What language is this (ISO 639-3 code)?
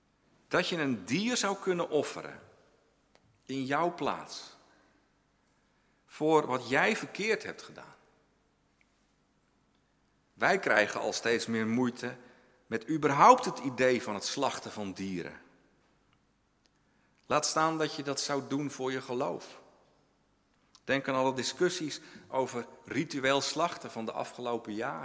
nld